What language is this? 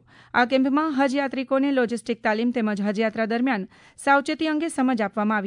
Gujarati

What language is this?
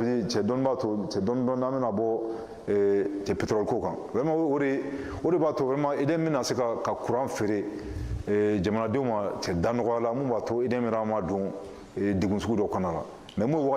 Bambara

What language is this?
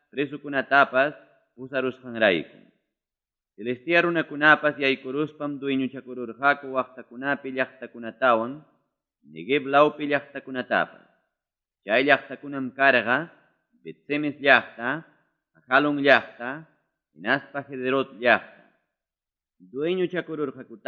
Ayacucho Quechua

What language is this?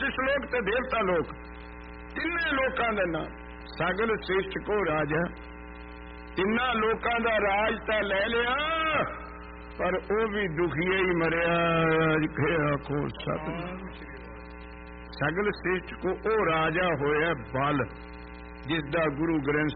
Punjabi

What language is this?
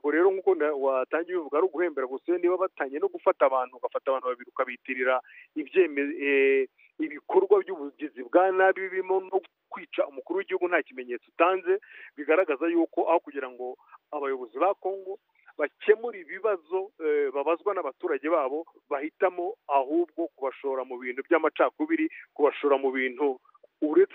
Kinyarwanda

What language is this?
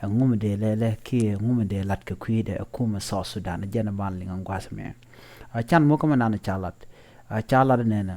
Nuer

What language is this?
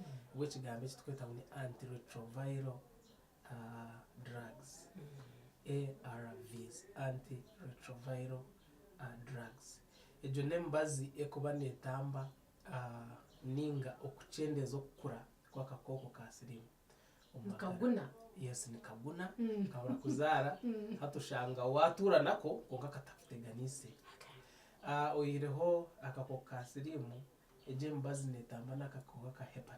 Nyankole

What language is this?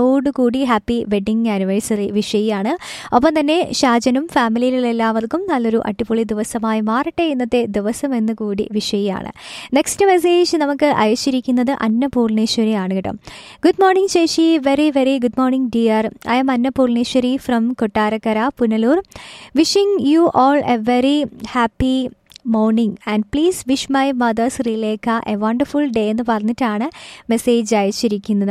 Malayalam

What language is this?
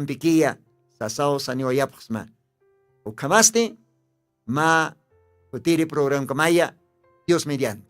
Aymara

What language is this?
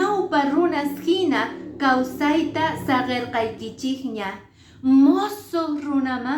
Quechua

